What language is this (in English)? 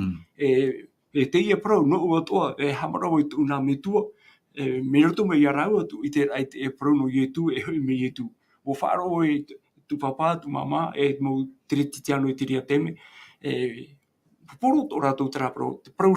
Tahitian